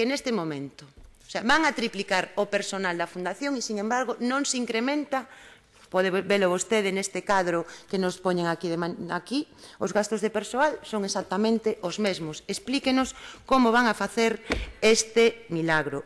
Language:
Galician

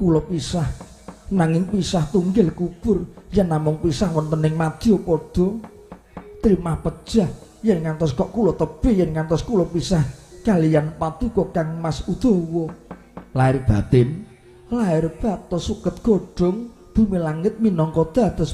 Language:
Javanese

